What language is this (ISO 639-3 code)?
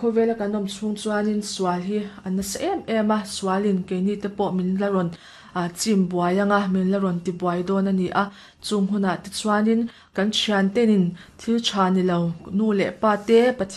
lus